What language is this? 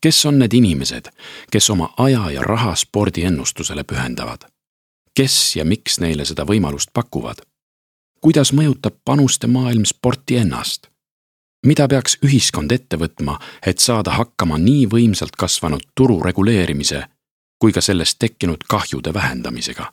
Estonian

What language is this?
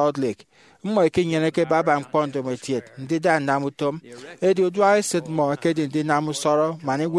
Efik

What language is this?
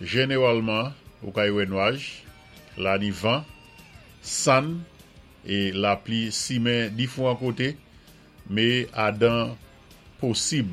Saint Lucian Creole French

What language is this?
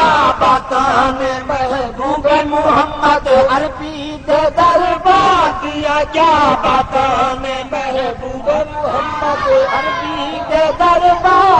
Saraiki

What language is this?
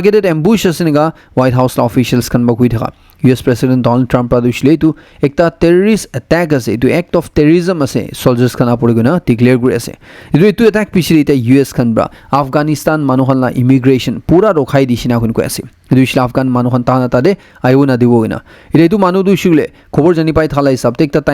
Naga Pidgin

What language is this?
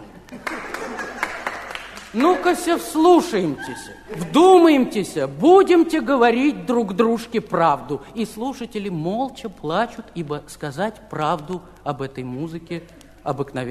Russian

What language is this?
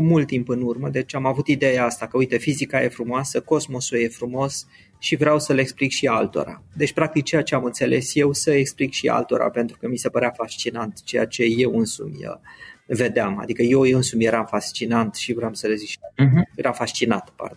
Romanian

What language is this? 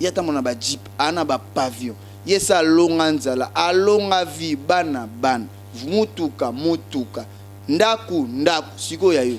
Lingala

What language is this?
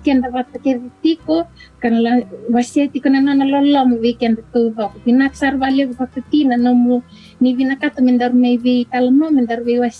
Fijian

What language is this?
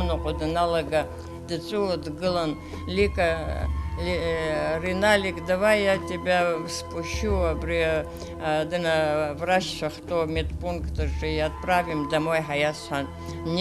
Abkhazian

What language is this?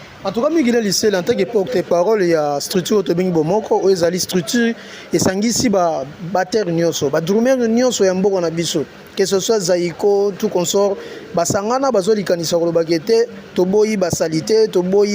Lingala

